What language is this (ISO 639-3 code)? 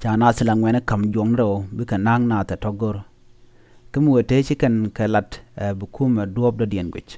nus